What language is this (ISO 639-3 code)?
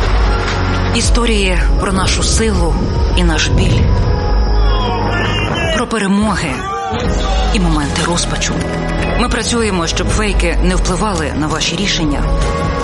ukr